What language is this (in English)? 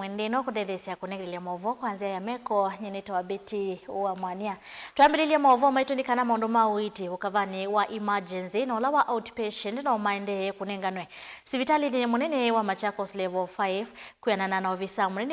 Kamba